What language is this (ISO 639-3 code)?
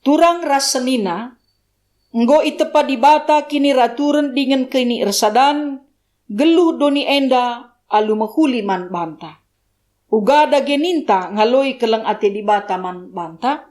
btx